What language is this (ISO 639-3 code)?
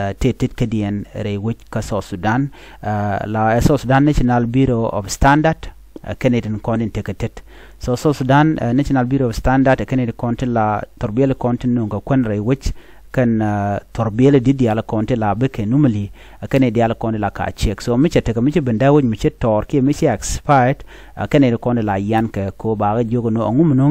nus